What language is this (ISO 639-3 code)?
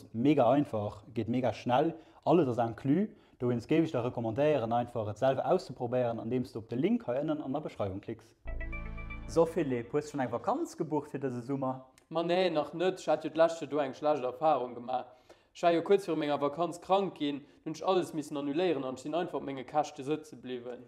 ltz